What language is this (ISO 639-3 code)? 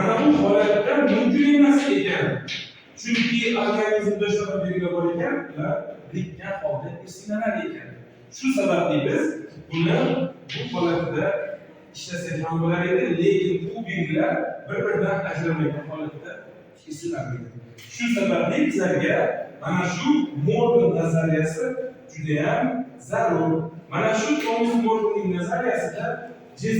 uzb